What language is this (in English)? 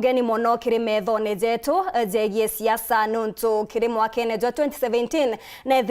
Meru